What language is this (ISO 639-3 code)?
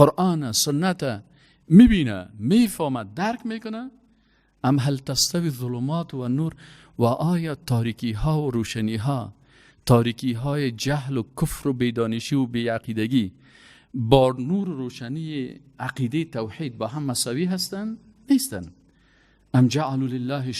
fas